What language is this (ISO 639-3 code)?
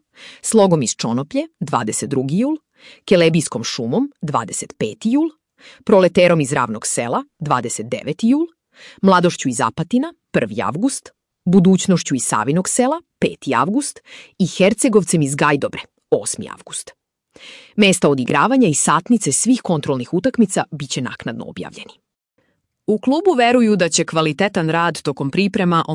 srp